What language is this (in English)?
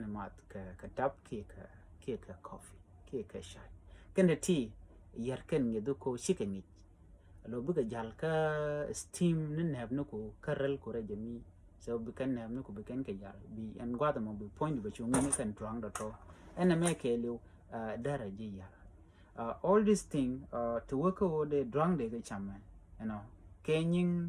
Nuer